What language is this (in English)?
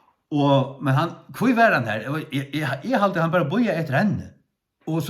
Faroese